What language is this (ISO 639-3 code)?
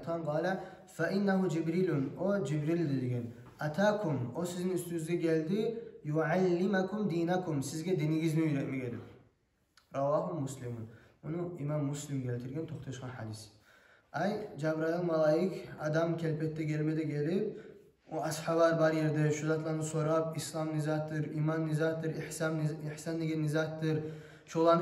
kum